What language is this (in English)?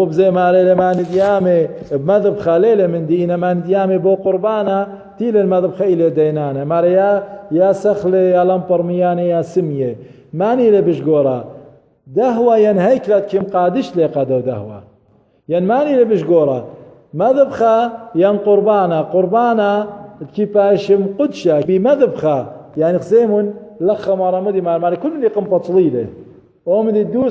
Assyrian Neo-Aramaic